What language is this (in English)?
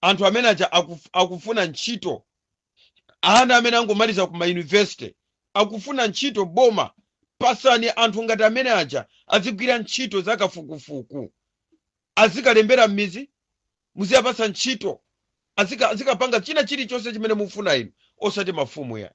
Nyanja